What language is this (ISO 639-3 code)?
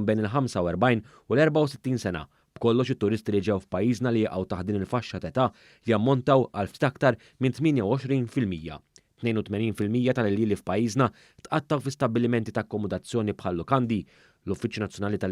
mlt